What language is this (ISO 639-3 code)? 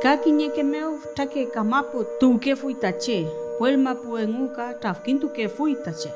arn